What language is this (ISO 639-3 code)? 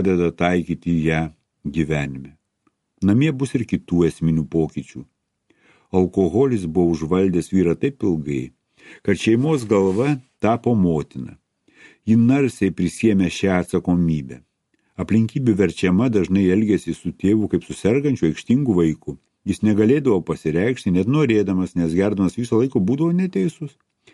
lit